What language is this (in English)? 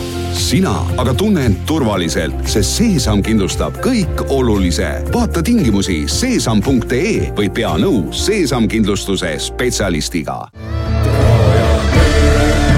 Estonian